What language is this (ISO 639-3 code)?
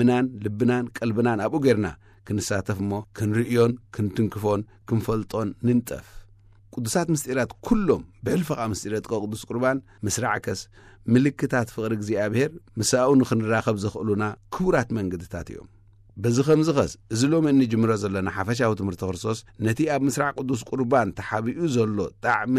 tir